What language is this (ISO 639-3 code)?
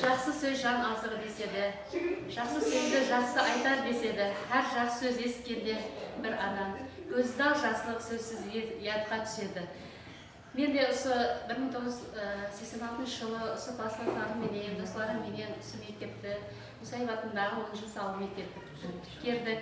kaa